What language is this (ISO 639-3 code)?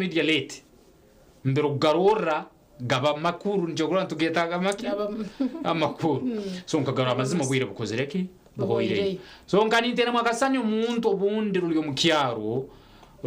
nyn